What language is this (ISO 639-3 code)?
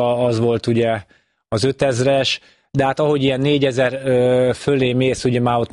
hun